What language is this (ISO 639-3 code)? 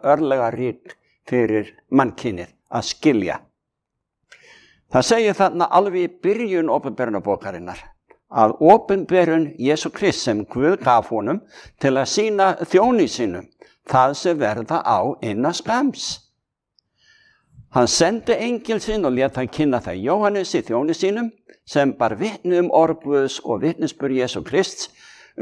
isl